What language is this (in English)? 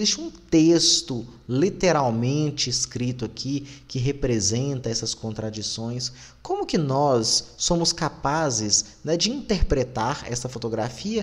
Portuguese